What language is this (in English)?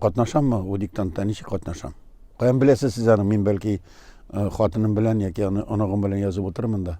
Tatar